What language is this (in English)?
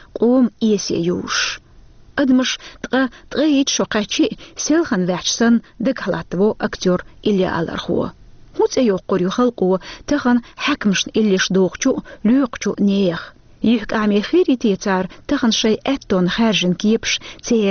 Chechen